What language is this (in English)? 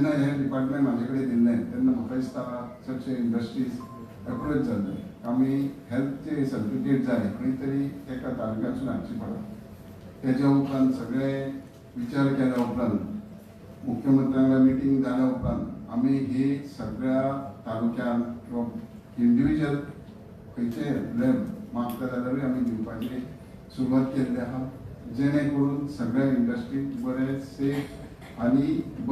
Konkani